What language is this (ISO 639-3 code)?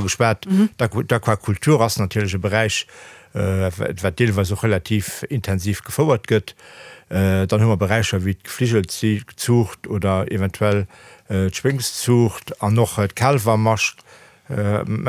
ltz